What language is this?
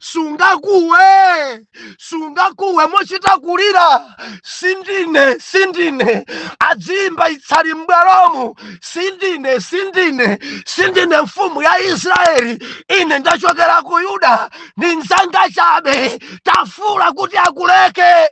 Nyanja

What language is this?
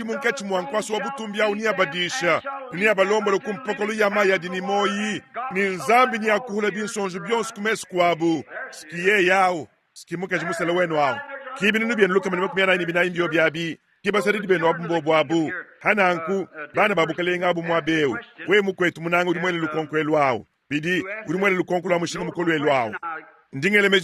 Luba-Lulua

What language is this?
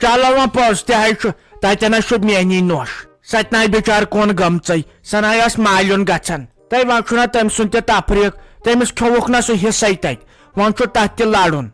Kashmiri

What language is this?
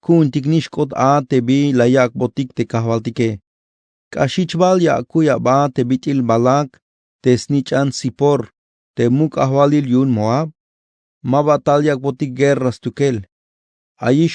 Tzeltal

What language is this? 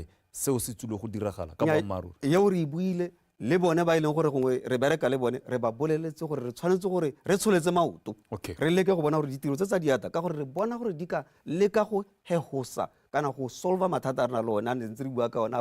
Tswana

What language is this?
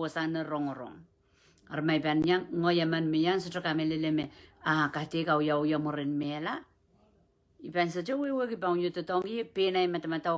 Pohnpeian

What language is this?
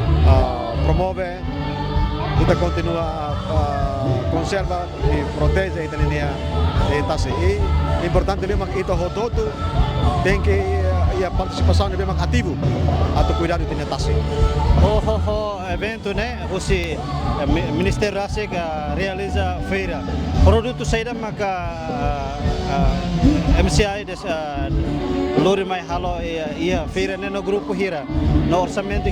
Tetum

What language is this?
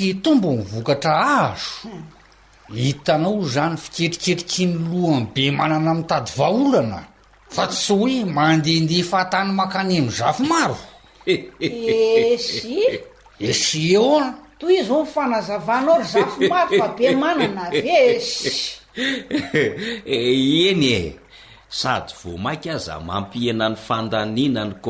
Malagasy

